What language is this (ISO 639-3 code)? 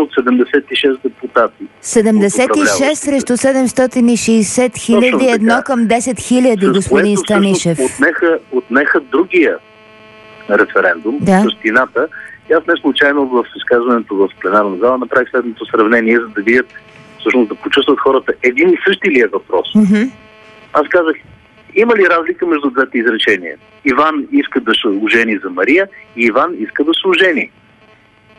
bul